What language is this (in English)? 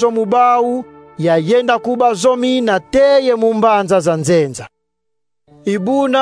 Kongo